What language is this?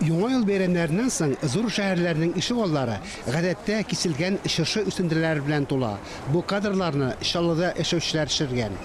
Tatar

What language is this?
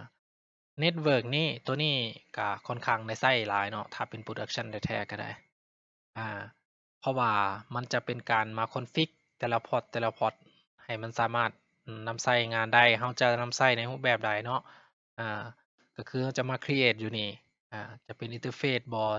Lao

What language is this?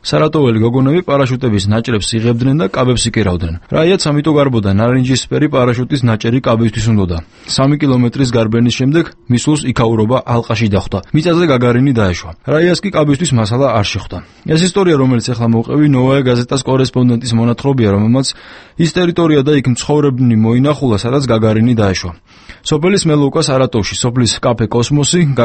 Georgian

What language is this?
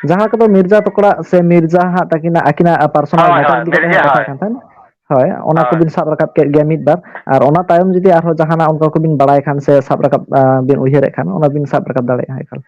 Santali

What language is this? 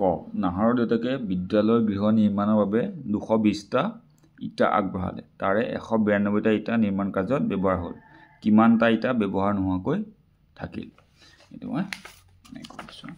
Assamese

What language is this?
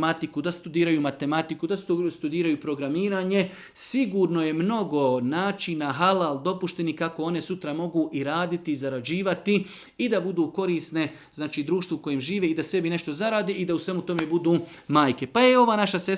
Serbian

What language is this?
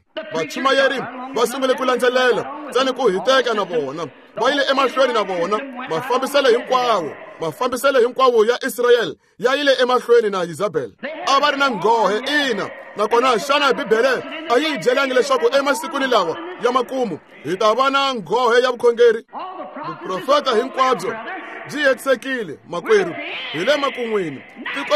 Tsonga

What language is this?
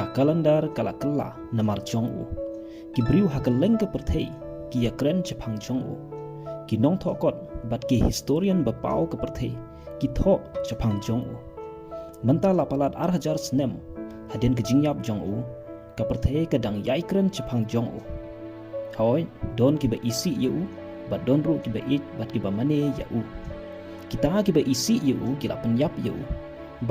Khasi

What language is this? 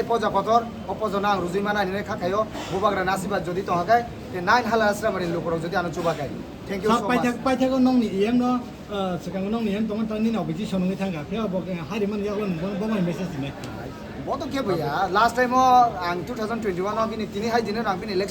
Kok Borok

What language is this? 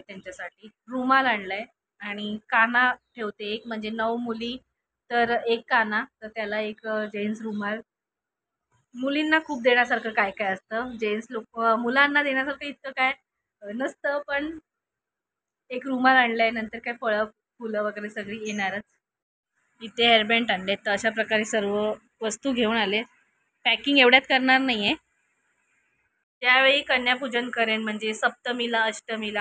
Marathi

